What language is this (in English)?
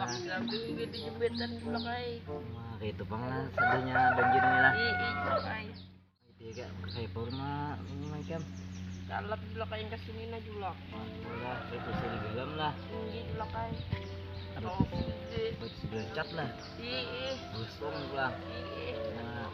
Banjar